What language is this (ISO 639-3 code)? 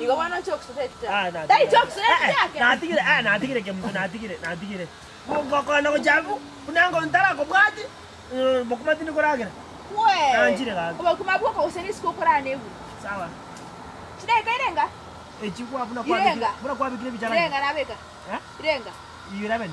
guz